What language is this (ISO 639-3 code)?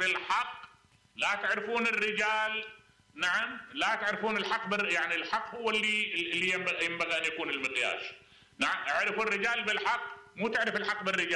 acm